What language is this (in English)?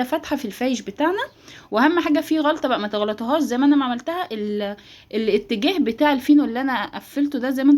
Egyptian Arabic